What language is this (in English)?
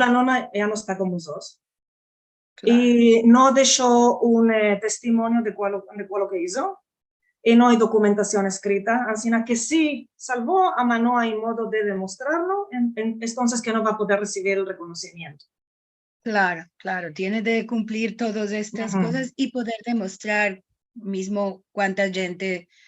Ladino